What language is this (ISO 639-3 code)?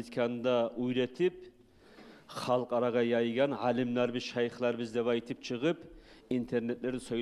kum